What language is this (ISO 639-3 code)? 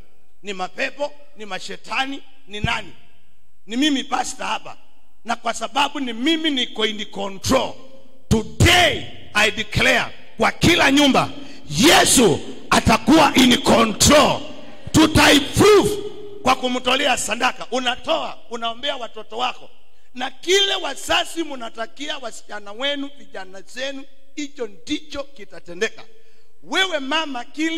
swa